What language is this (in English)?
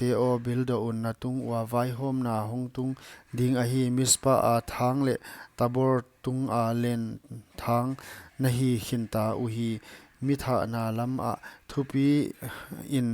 Paite Chin